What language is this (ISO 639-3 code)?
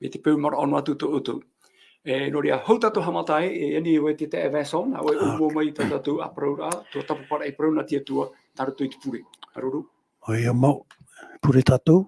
tah